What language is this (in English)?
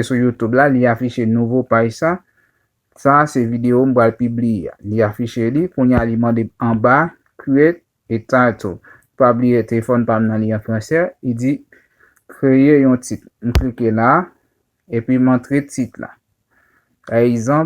Haitian Creole